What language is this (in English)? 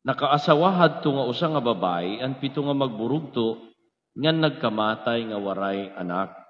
Waray